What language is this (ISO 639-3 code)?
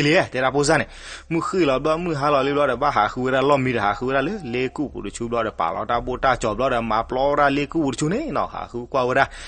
ksw